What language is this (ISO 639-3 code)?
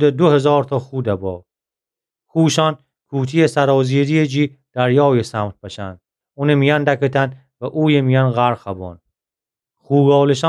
glk